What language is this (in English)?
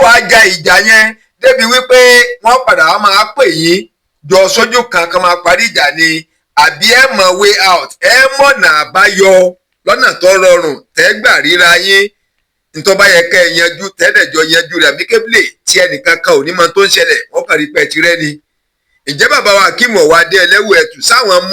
Yoruba